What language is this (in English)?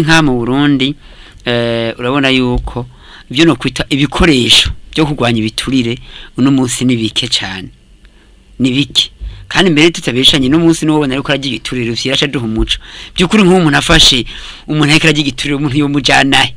Rundi